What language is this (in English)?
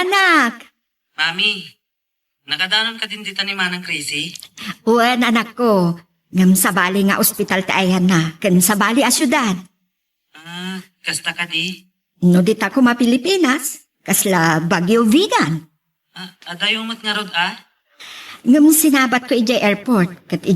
Iloko